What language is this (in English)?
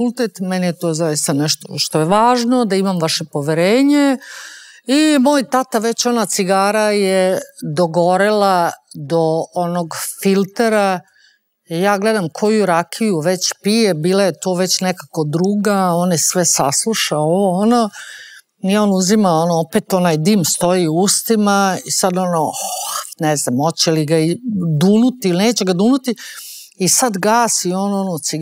Serbian